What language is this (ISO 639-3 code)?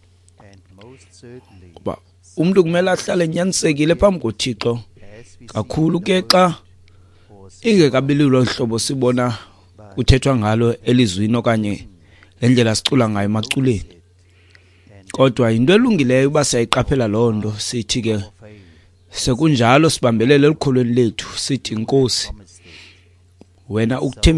xho